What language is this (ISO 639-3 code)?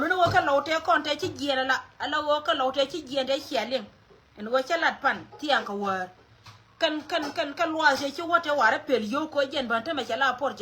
nus